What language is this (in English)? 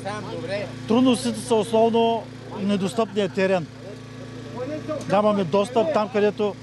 Bulgarian